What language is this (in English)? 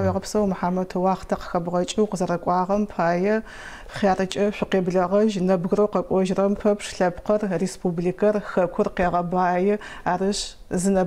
Adyghe